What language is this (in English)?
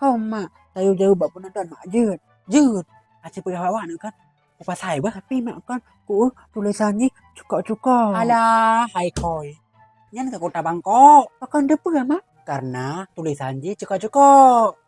Achinese